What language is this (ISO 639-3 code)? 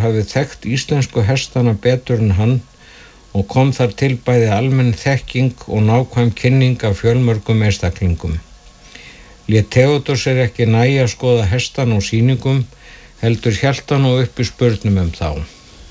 isl